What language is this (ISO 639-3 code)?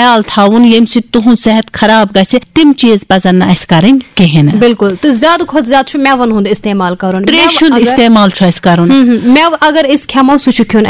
kas